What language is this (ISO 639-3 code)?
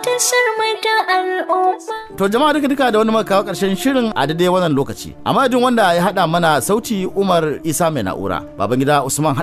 hau